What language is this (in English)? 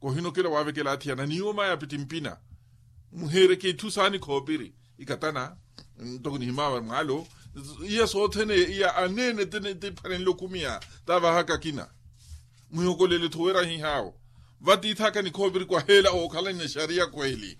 Makhuwa